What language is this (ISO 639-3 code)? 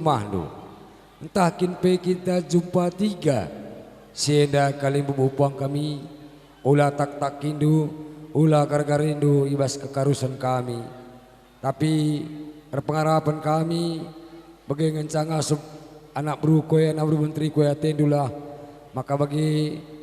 btx